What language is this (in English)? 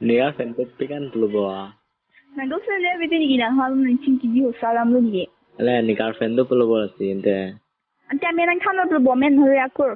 Karbi